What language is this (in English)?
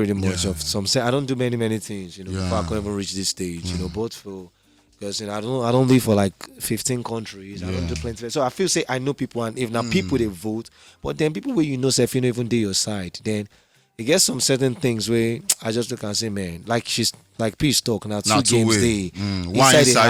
Nigerian Pidgin